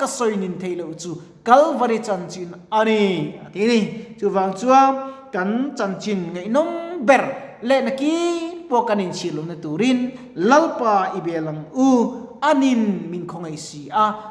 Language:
Mizo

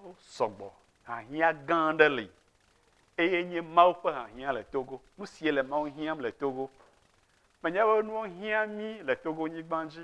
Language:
Ewe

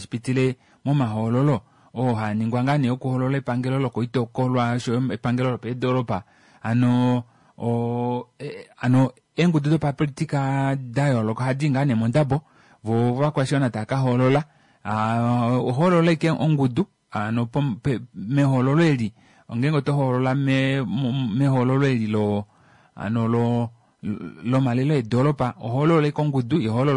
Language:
Kuanyama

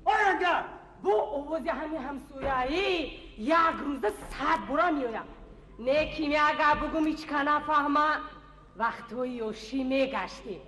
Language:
Tajik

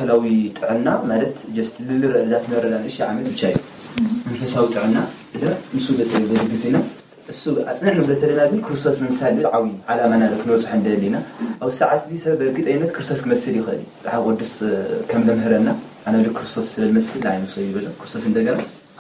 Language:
Tigrinya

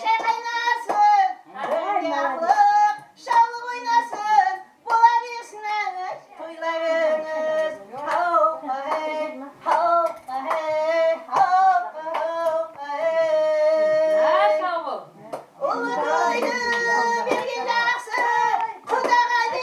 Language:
Kara-Kalpak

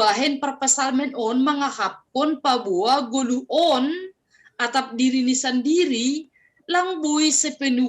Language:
Batak Simalungun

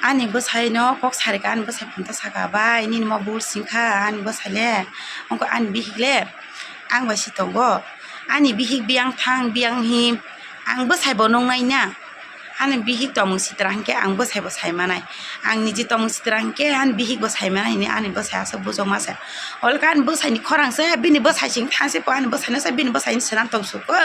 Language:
Kok Borok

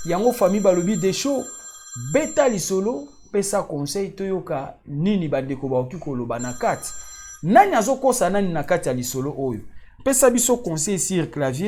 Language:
Lingala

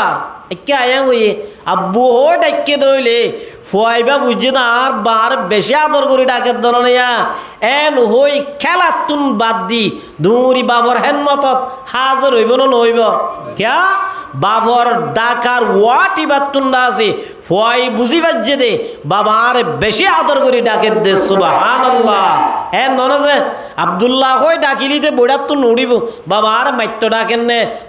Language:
Rohingya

